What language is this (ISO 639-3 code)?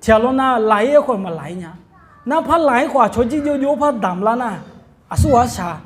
ahk